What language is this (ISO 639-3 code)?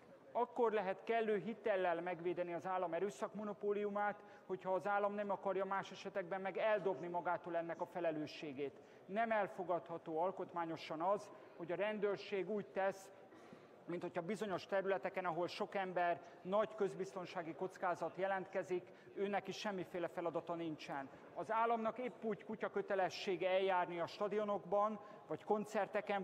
hun